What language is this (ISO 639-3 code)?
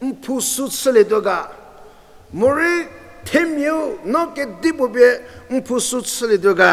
njm